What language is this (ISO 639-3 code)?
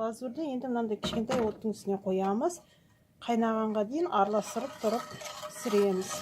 kaz